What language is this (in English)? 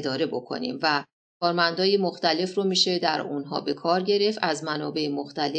Persian